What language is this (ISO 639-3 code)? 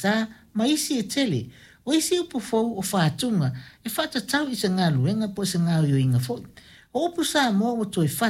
smo